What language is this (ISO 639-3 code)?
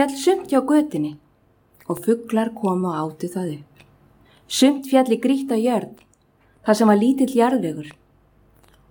isl